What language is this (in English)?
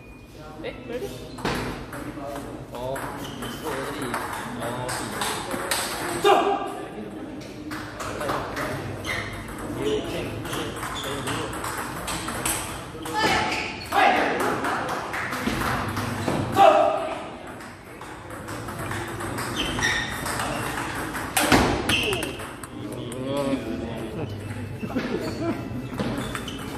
Malay